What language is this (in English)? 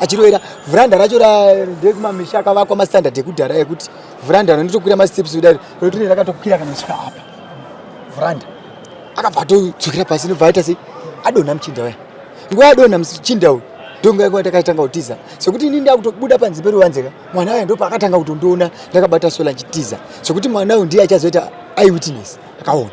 Shona